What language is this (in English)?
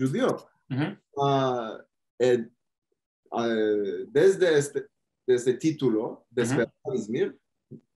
Ladino